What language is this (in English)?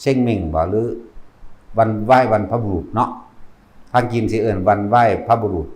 Northeastern Thai